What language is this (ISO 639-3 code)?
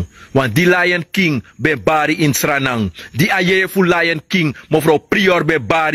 srn